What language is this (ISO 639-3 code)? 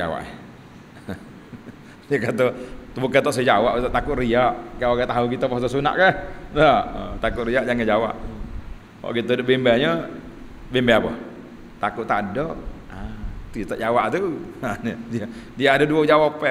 msa